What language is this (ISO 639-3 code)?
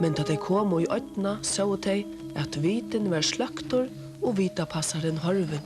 fao